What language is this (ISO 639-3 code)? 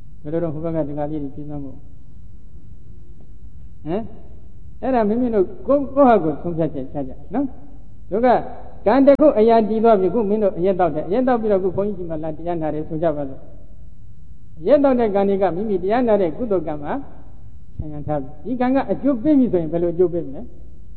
mya